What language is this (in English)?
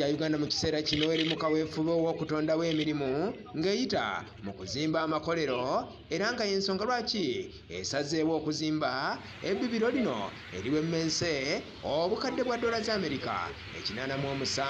Ganda